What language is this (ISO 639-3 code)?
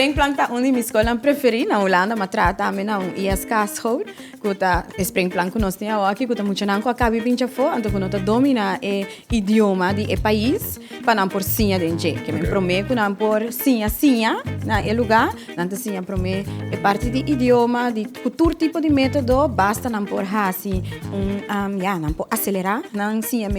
pap